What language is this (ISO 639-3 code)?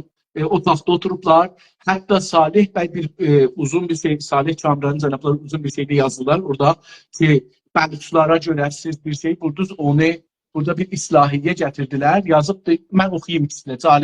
azb